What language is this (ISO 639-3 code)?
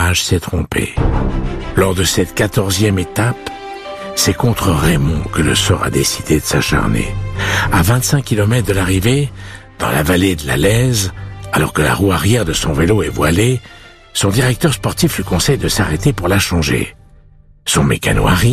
fra